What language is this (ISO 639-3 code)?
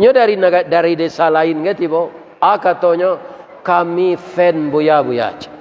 min